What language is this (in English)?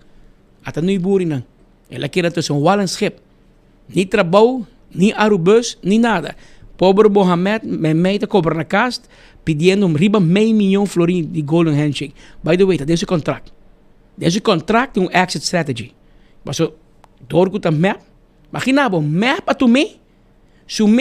Papiamento